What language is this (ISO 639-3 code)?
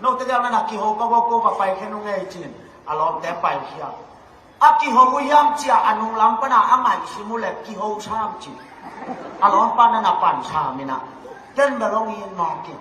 ctd